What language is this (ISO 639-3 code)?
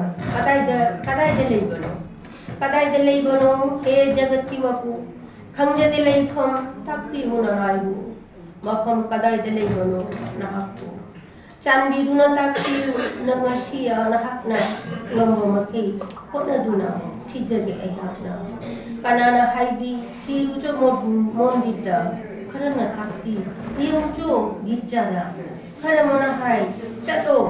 mni